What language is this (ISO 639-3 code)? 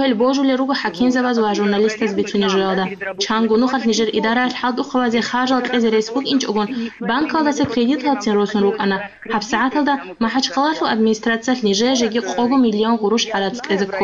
ava